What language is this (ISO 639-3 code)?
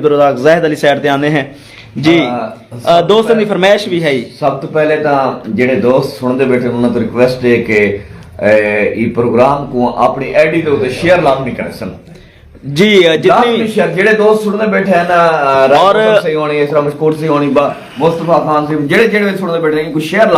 skr